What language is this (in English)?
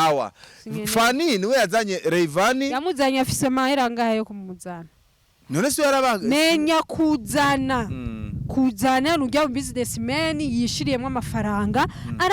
Rundi